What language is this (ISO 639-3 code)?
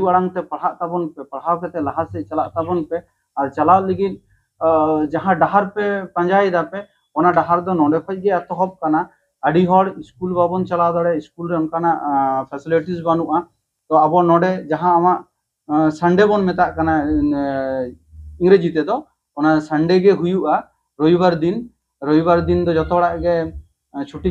sat